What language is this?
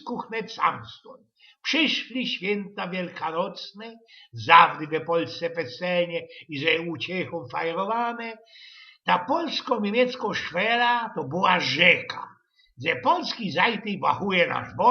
Silesian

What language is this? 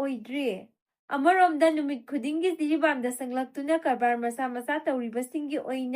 Manipuri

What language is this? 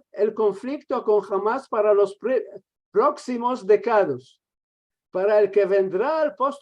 Ladino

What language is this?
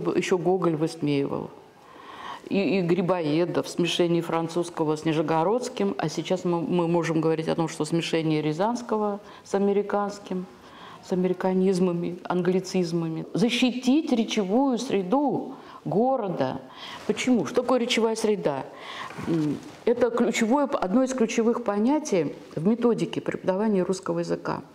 Russian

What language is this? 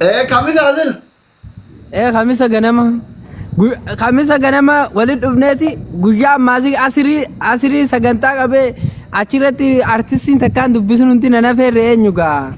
Oromo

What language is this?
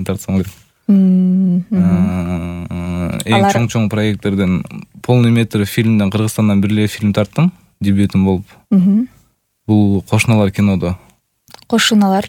Kyrgyz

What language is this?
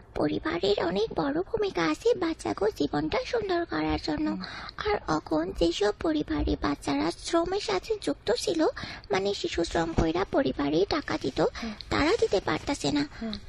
Bangla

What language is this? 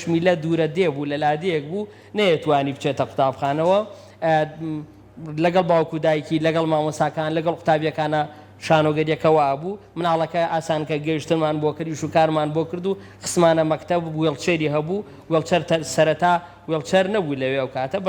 Central Kurdish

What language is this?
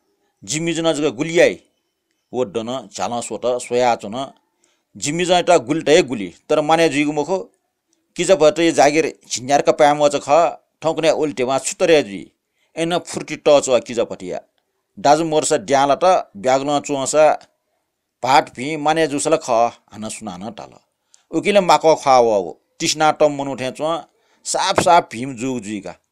Newari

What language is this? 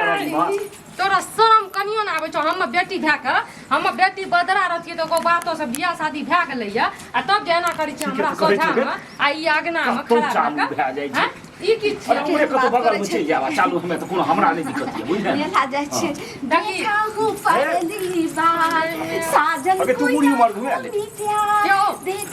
Maithili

